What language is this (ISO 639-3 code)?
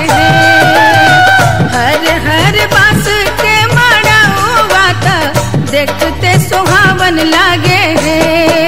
bho